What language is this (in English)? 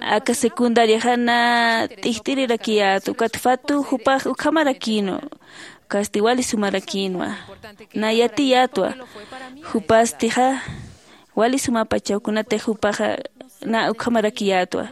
Aymara